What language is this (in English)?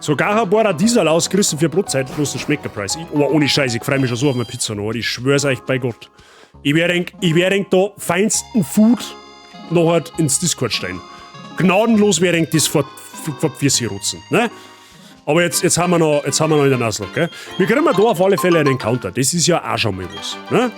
Bavarian